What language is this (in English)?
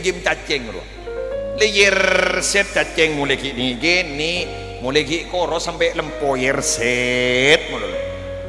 Madurese